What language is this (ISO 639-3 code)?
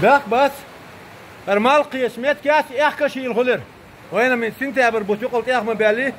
che